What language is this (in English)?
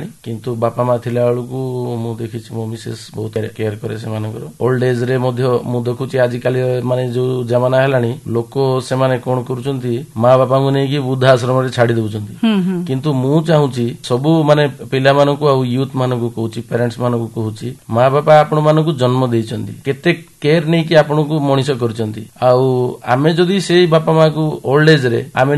Odia